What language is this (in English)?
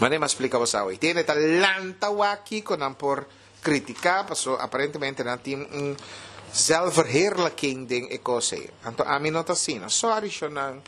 Papiamento